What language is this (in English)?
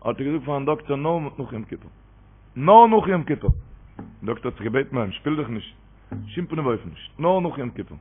Yiddish